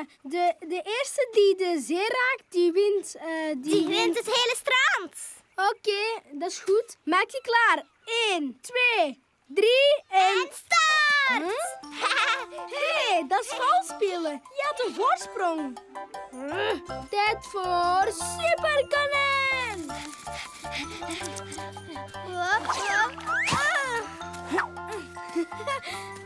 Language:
Dutch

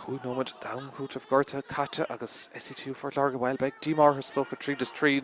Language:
Irish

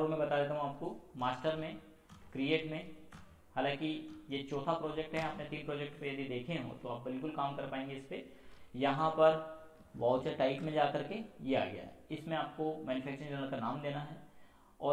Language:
Hindi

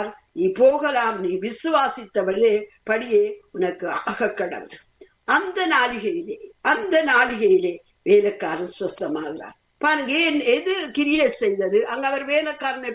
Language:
Tamil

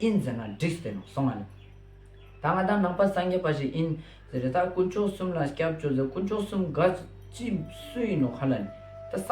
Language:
Ladakhi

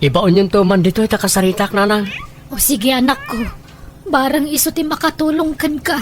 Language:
Iloko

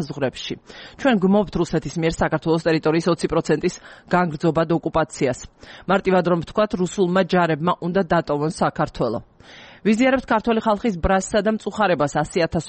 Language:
Georgian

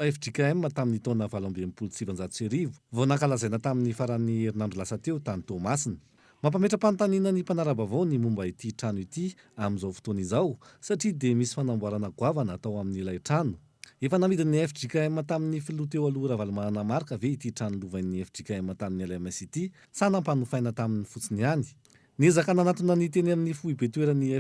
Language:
Malagasy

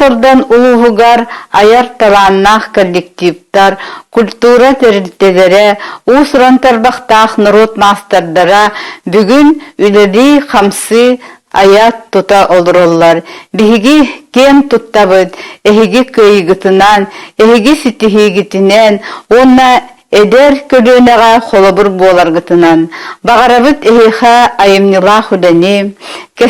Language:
Yakut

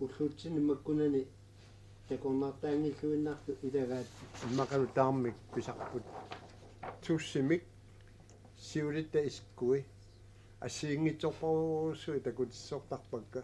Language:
Kalaallisut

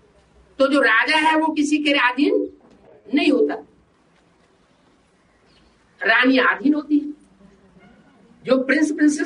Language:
Hindi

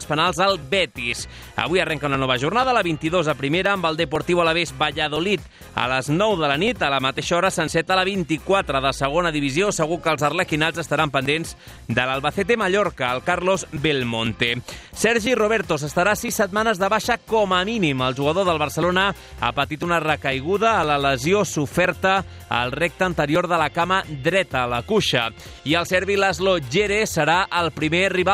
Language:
Catalan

